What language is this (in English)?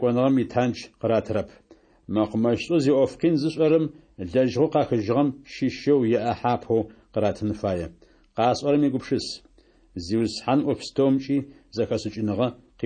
Adyghe